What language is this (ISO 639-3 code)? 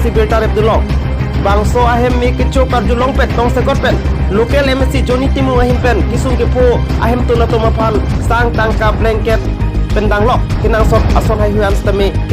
mjw